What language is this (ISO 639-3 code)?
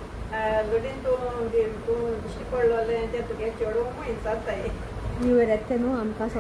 kok